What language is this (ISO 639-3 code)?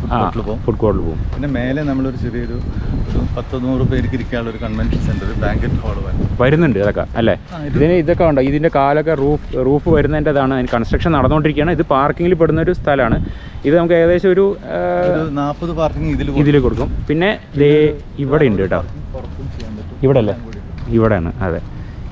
mal